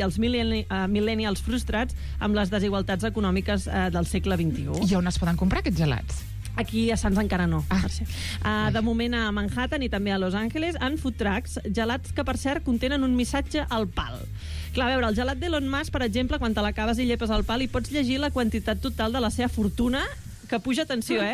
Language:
Catalan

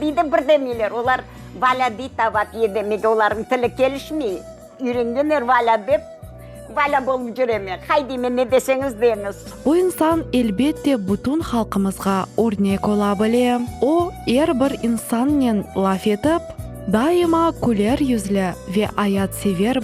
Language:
Crimean Tatar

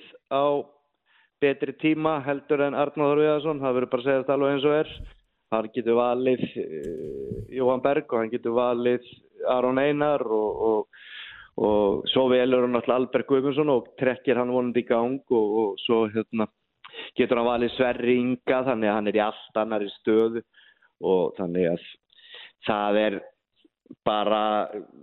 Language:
Icelandic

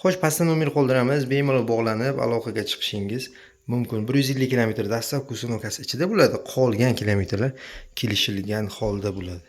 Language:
Uzbek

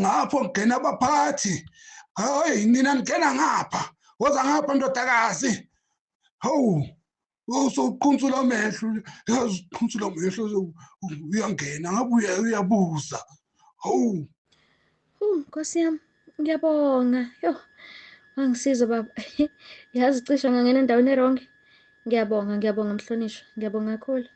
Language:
Zulu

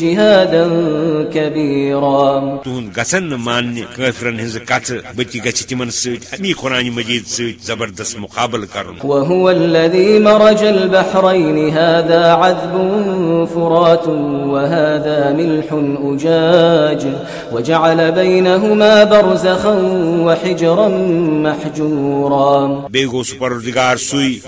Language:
Kashmiri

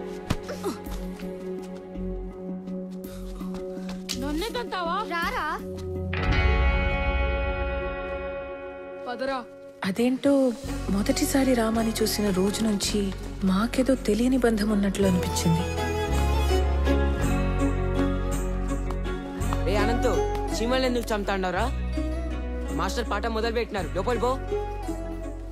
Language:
Telugu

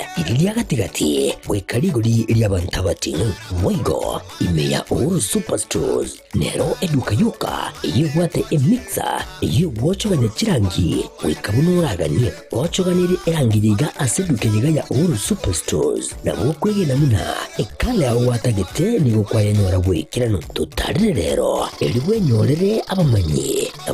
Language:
Gusii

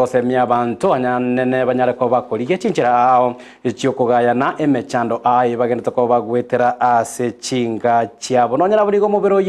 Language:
Gusii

